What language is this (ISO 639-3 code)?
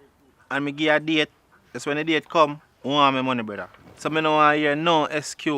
jam